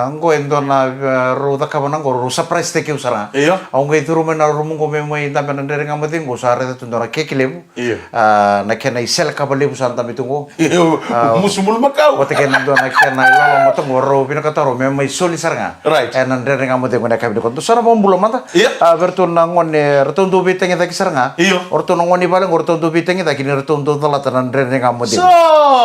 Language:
Fijian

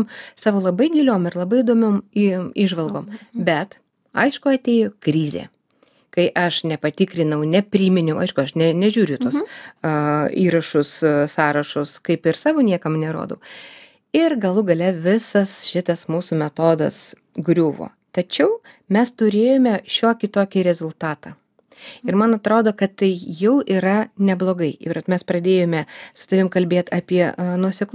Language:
Lithuanian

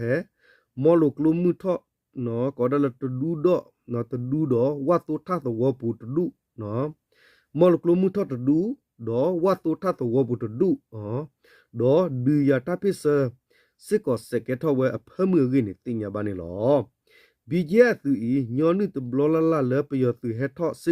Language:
S'gaw Karen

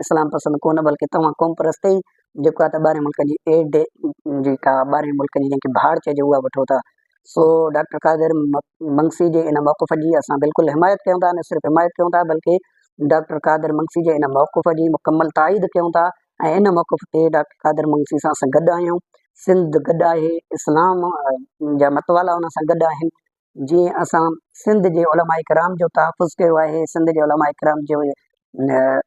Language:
Sindhi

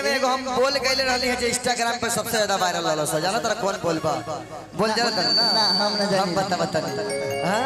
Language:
Magahi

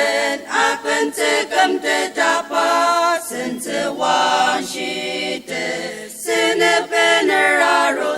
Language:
Ao Naga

